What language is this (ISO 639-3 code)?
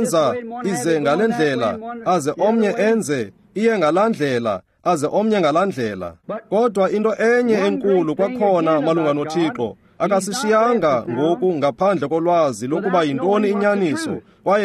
xho